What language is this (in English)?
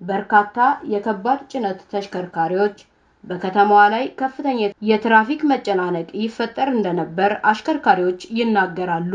Amharic